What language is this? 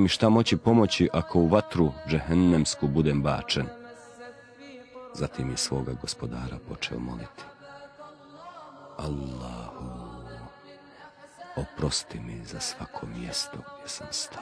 Bosnian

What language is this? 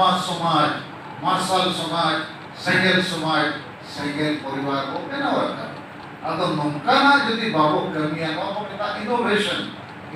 Santali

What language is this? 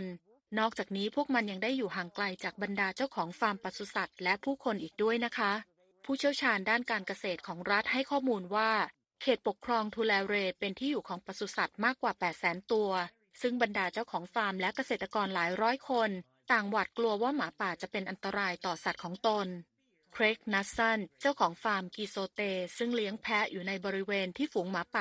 Thai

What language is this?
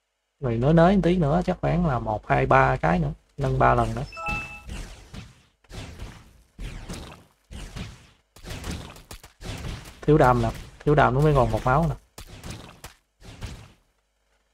Vietnamese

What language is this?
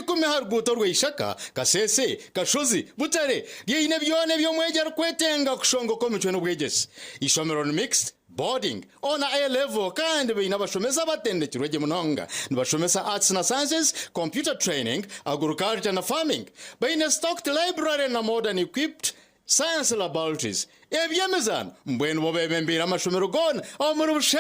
Nyankole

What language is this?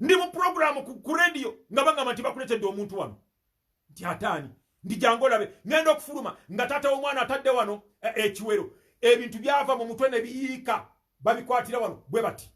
Ganda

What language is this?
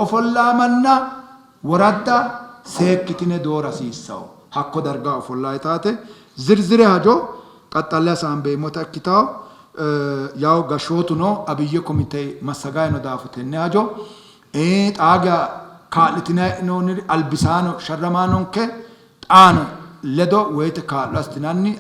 Sidamo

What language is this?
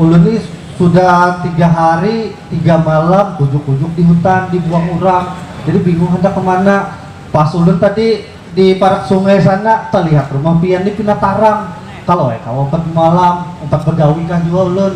Banjar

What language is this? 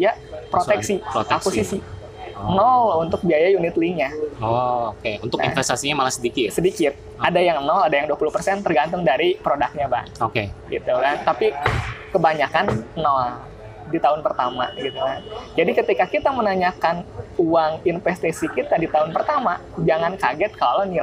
Indonesian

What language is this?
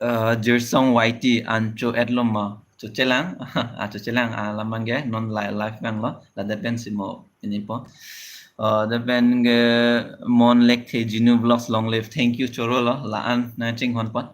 Karbi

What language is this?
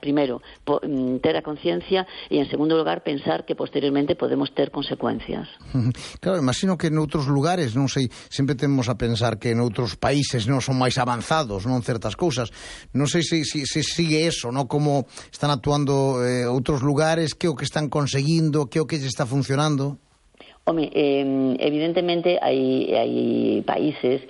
Galician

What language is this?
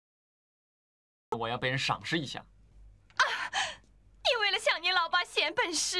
Chinese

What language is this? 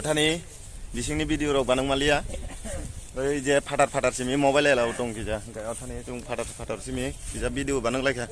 Kok Borok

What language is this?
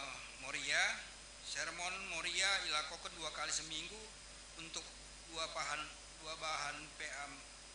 Batak Karo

